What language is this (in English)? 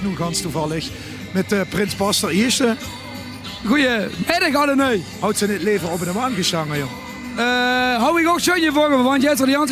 Limburgish